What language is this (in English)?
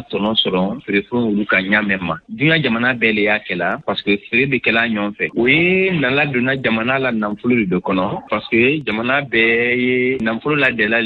Bambara